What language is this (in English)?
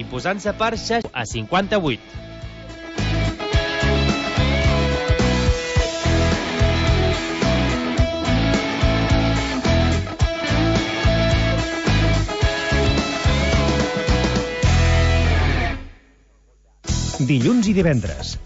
Catalan